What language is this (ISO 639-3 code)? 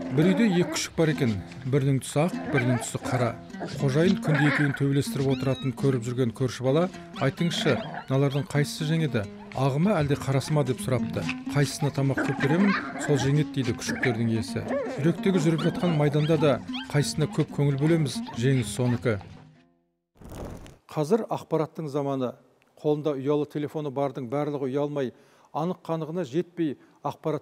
kaz